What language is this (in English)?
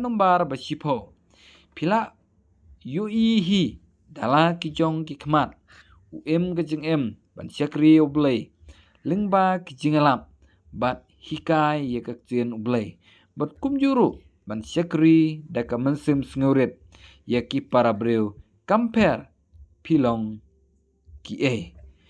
Khasi